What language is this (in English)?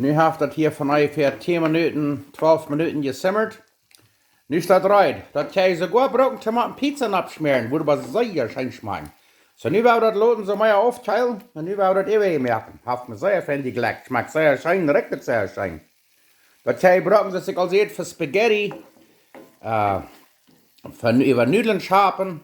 Plautdietsch